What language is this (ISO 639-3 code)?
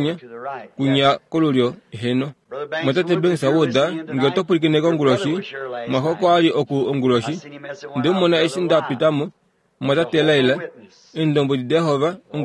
kua